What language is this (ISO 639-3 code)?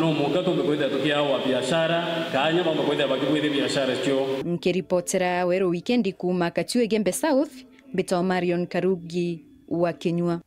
mer